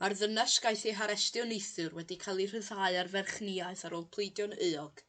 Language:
Welsh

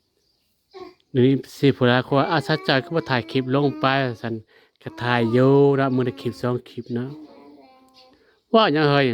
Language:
Lao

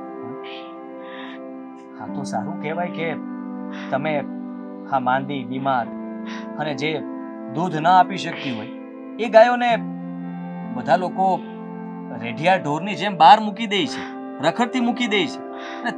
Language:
Gujarati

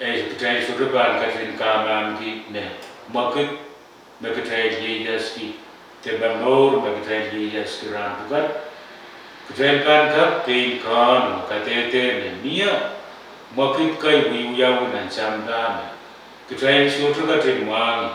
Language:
Pohnpeian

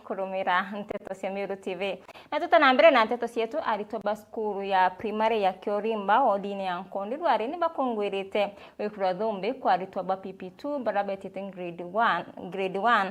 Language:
Meru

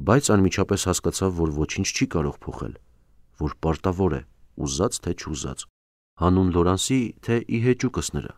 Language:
Armenian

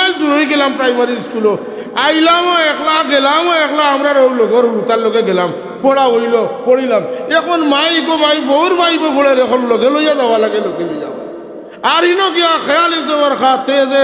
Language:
Sylheti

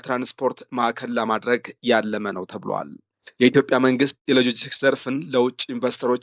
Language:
Amharic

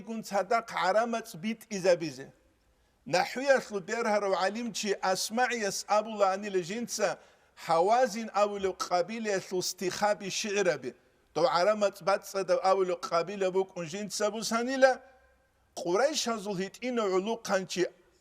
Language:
Avaric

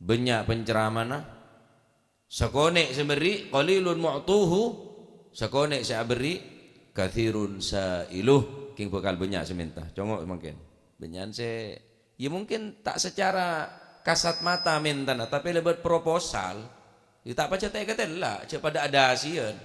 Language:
Madurese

